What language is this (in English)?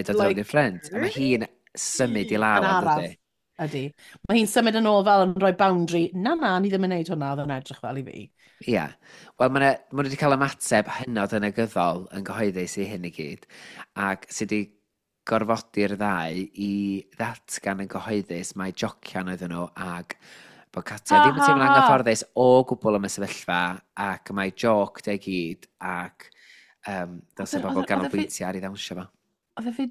Welsh